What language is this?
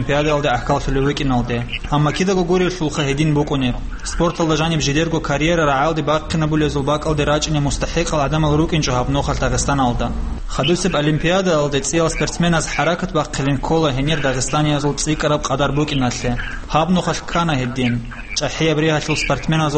Avaric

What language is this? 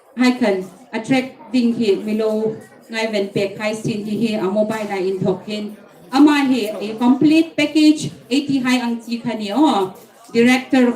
Hmar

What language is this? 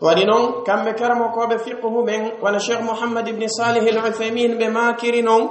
Pular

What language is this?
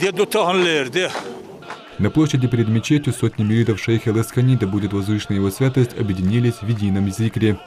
Chechen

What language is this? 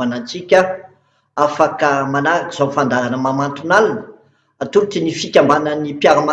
Malagasy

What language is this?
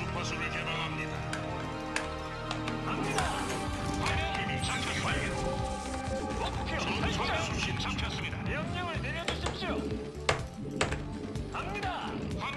Korean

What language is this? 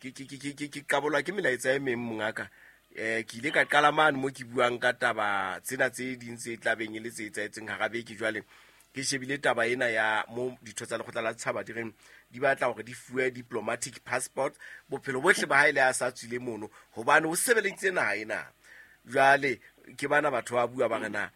Southern Sotho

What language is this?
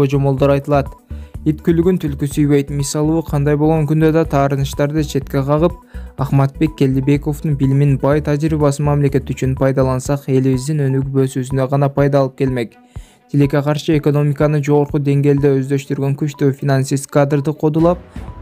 Kyrgyz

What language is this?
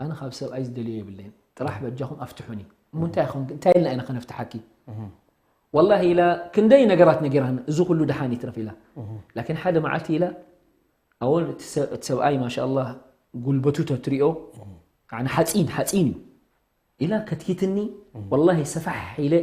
Tigrinya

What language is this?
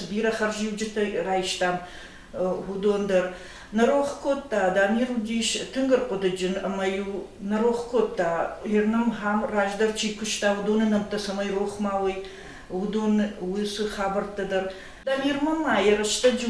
Ossetic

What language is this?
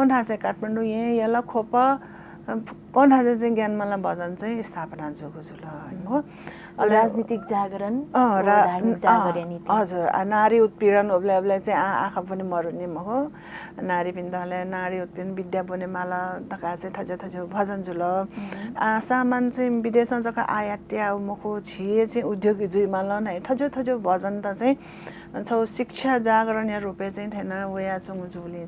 Newari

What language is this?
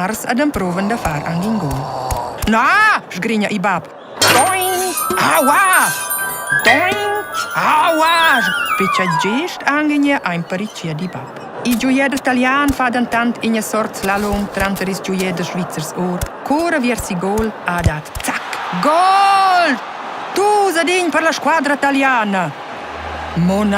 Romansh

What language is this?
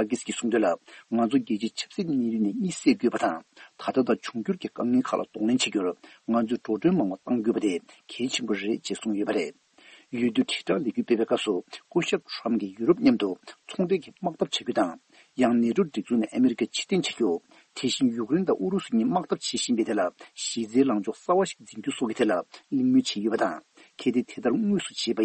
Tibetan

